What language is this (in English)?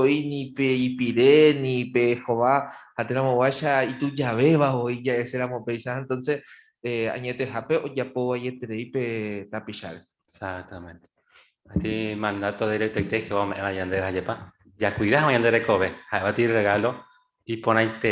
Guarani